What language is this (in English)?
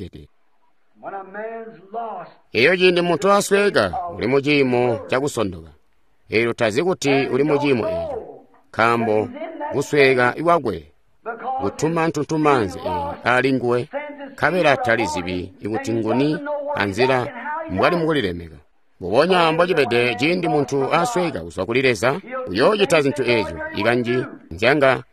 Tonga (Zambia)